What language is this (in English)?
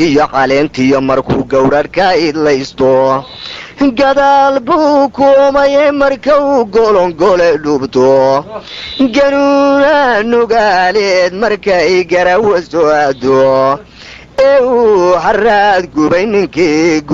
Somali